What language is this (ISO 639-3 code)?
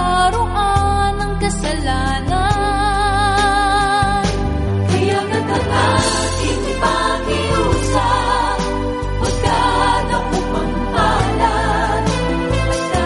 fil